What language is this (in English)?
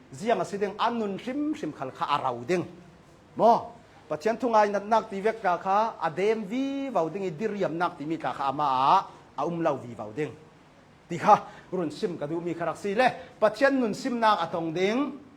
Hakha Chin